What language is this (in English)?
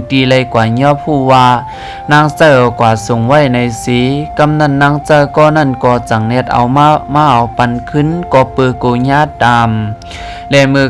Shan